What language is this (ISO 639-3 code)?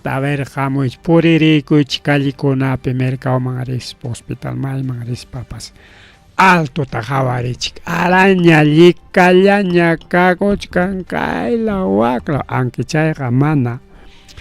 quy